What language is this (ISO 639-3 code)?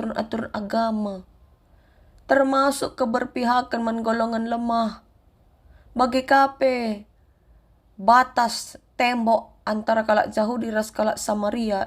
btx